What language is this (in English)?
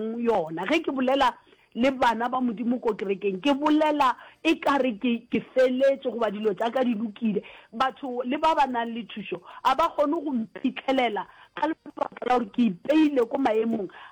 Northern Sotho